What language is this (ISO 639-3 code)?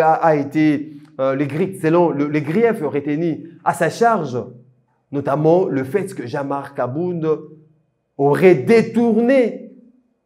fra